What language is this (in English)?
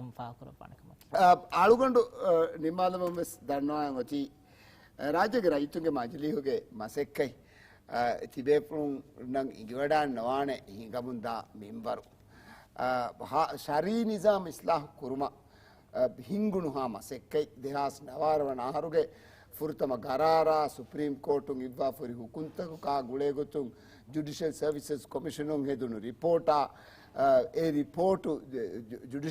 Divehi